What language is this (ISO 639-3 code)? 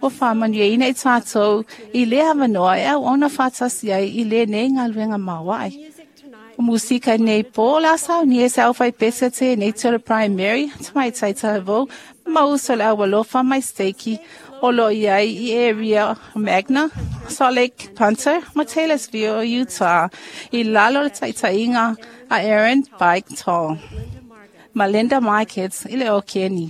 smo